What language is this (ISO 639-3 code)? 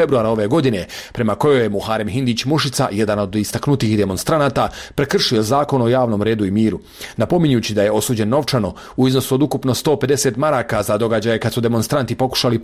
bos